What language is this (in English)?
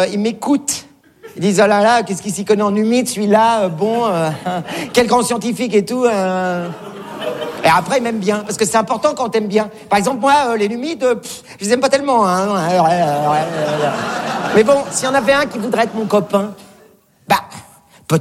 French